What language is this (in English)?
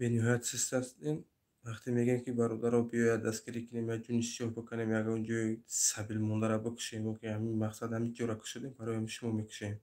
Tajik